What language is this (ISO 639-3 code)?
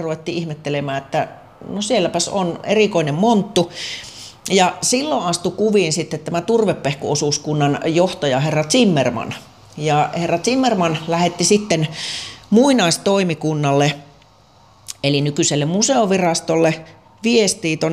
fin